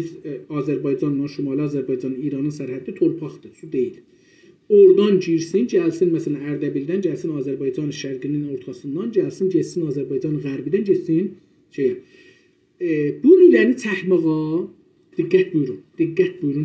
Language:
South Azerbaijani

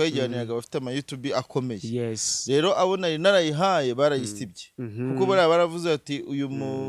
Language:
Kinyarwanda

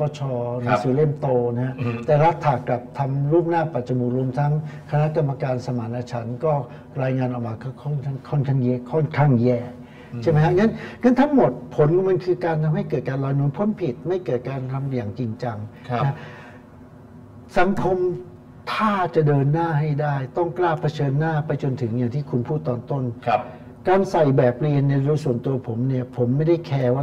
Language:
Thai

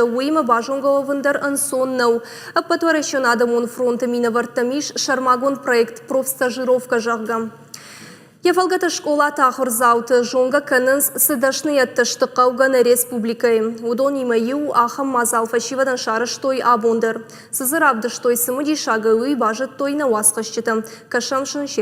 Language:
Ossetic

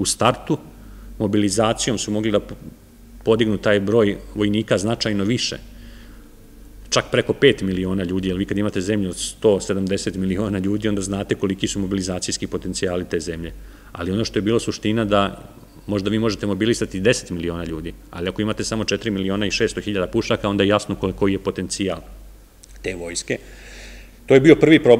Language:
Serbian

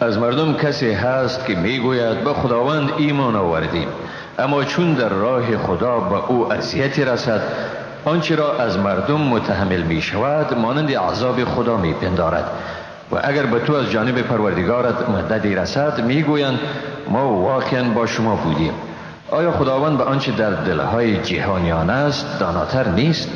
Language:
Persian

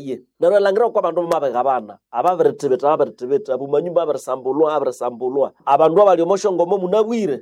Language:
Nande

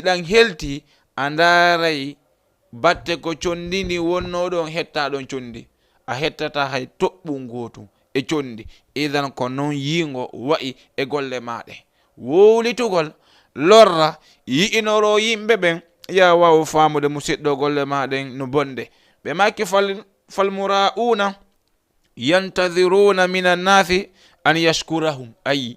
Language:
Fula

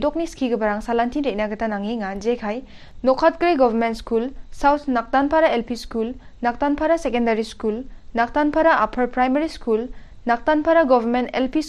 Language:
Garo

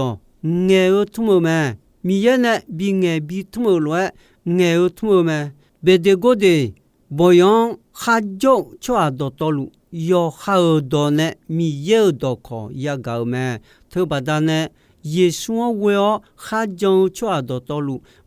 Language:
Akha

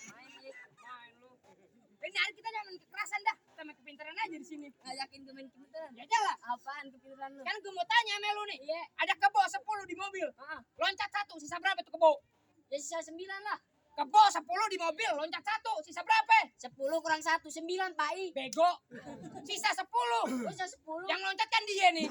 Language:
Betawi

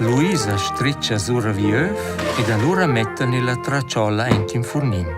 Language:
Romansh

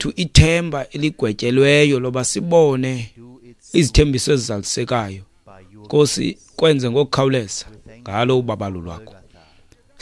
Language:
Xhosa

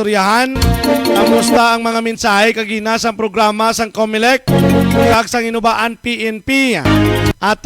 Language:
Hiligaynon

